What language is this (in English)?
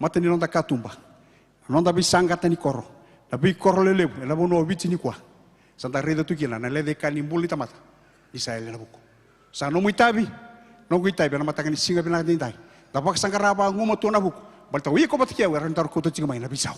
Fijian